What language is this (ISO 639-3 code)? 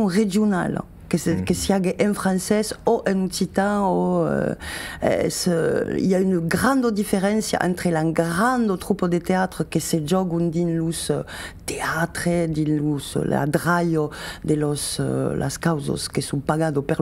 oci